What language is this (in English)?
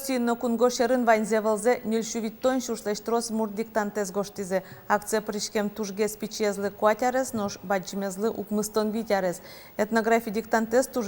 Udmurt